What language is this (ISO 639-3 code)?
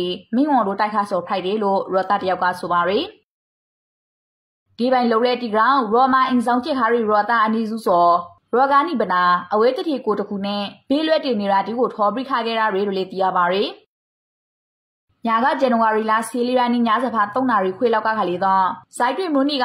mya